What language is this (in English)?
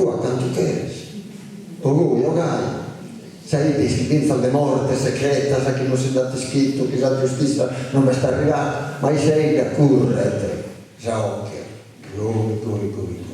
Sardinian